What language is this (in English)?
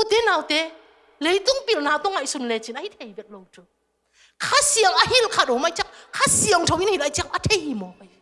Tedim Chin